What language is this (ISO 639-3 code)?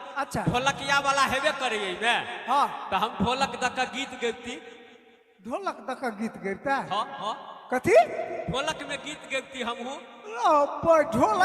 mai